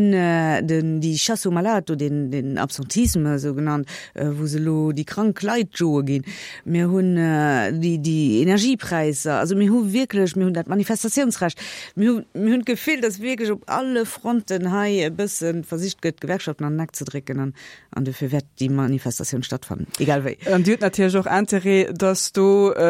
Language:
Luxembourgish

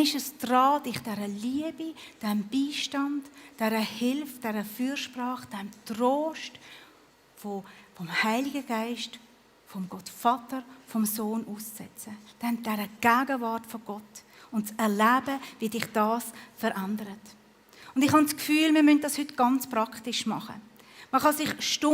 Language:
Swiss German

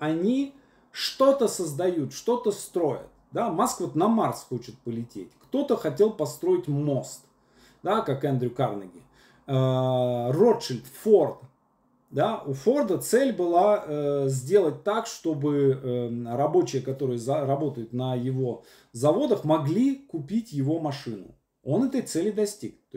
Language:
Russian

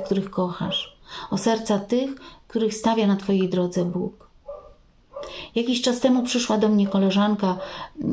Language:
Polish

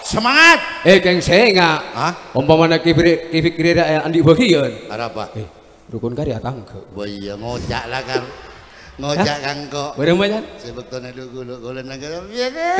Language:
Madurese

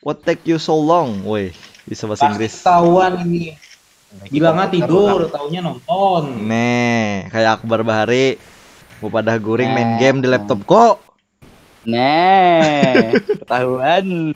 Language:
Banjar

